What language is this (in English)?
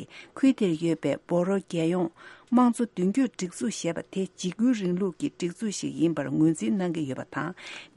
Tibetan